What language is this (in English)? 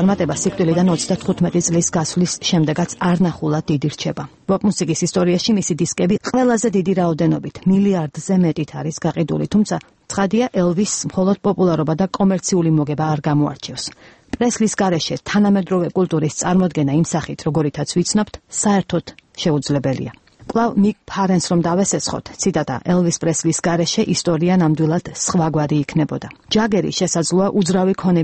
Georgian